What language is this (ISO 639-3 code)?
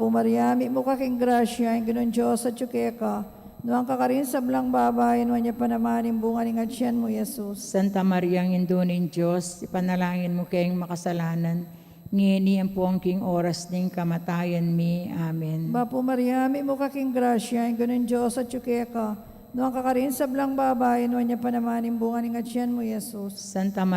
pam